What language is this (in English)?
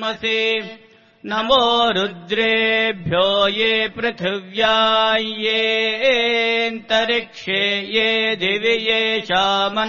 Sanskrit